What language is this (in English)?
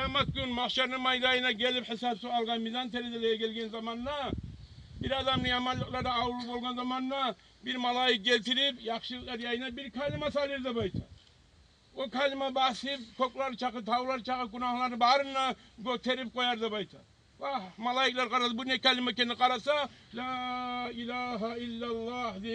Kumyk